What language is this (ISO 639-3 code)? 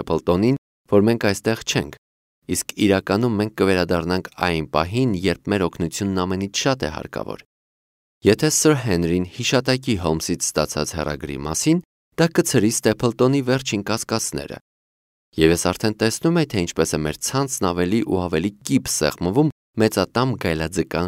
hye